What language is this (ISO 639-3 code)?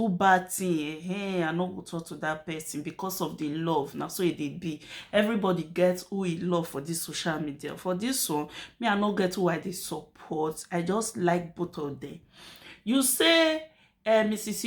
pcm